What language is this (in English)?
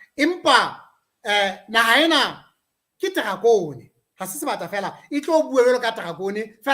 Southern Sotho